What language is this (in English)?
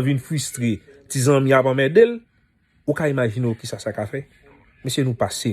Haitian Creole